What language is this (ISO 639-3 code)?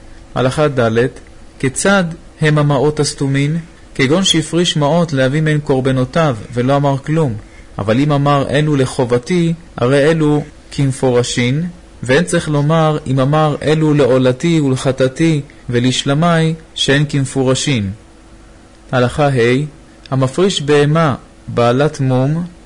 heb